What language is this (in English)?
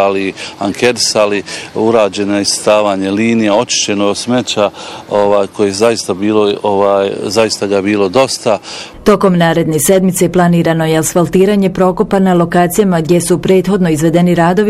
Bosnian